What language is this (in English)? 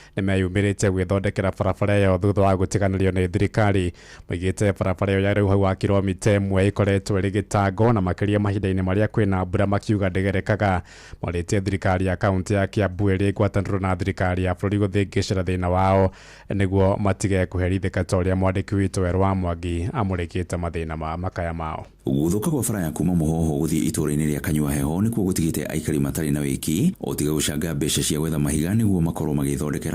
Kikuyu